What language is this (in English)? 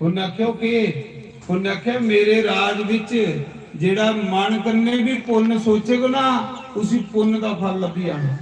Dogri